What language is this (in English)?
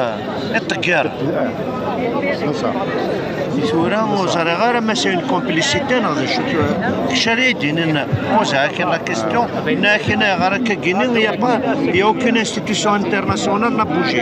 Kabyle